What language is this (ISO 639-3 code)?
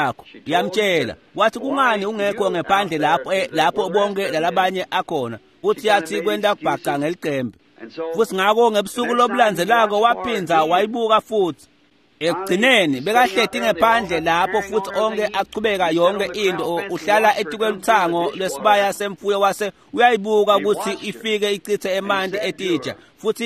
ssw